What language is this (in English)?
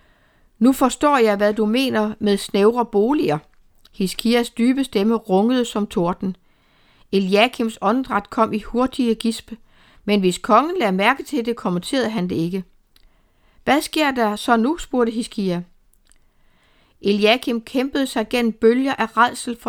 Danish